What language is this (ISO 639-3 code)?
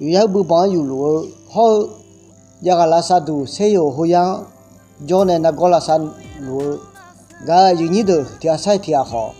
ahk